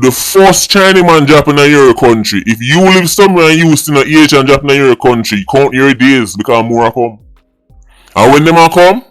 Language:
Jamaican Creole English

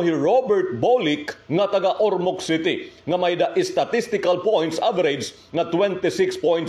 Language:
Waray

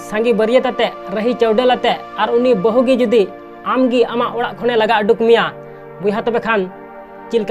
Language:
Santali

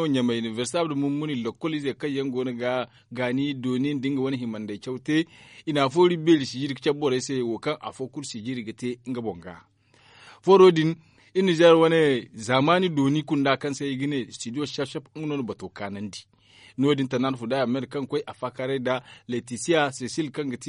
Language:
Zarma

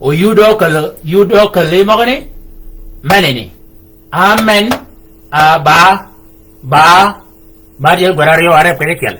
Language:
Shilluk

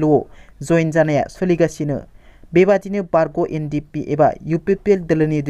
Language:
Bodo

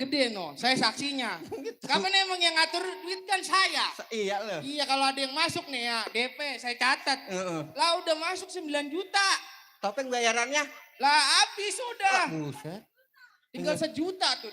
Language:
Betawi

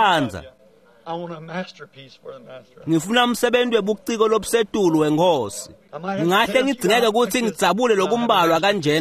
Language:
Swati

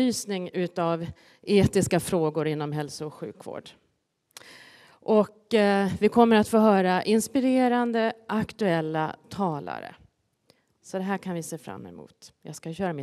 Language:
Swedish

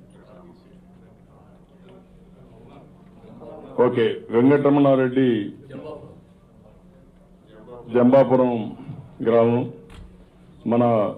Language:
Telugu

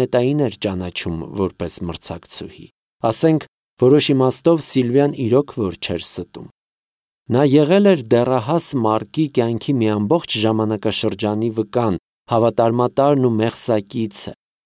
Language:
Armenian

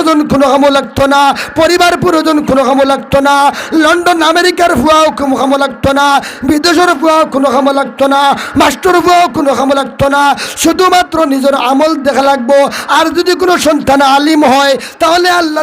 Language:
Sylheti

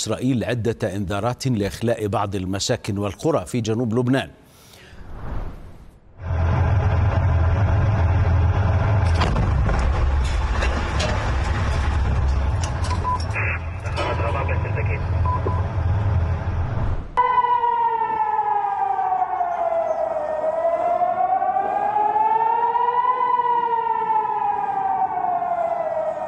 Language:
Arabic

